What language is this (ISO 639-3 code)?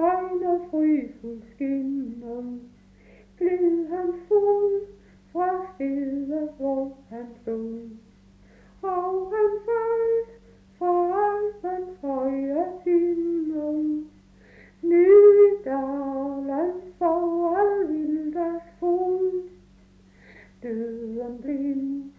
dan